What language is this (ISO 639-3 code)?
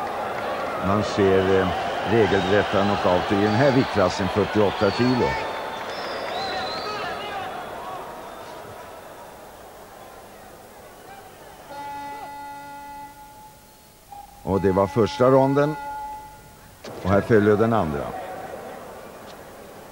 swe